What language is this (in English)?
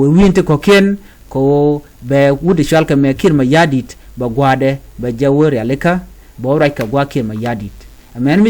Nuer